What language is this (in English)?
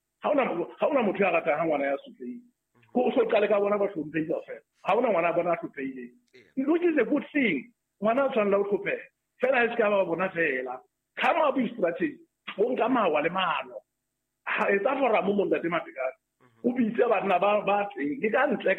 Southern Sotho